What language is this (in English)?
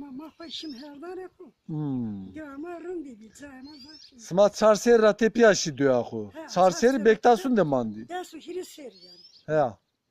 Zaza